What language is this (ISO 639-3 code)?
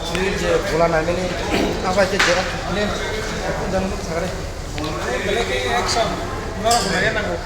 trp